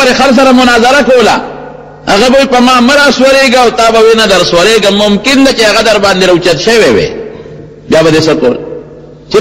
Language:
Pashto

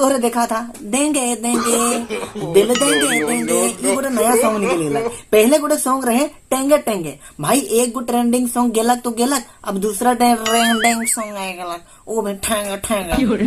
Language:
Sadri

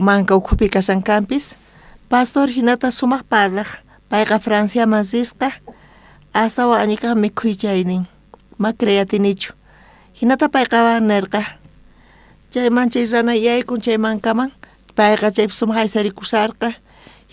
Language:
South Bolivian Quechua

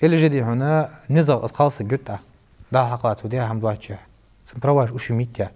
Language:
Ingush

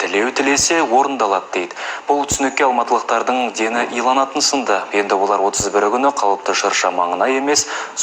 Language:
Kazakh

